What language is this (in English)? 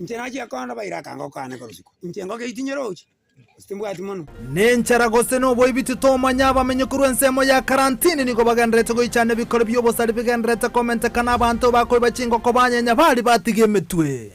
Gusii